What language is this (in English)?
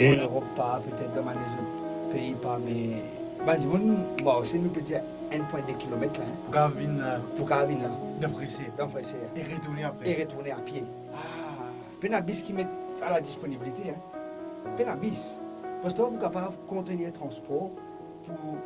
Morisyen